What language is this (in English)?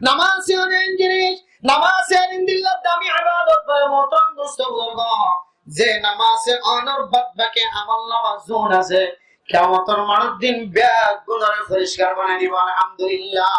Rohingya